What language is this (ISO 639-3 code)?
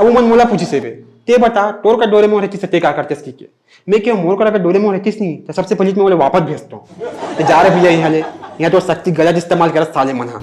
hne